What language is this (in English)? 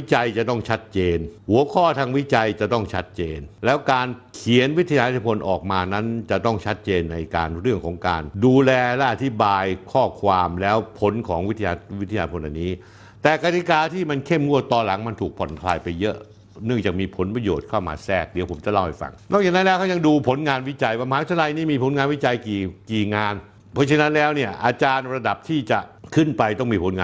Thai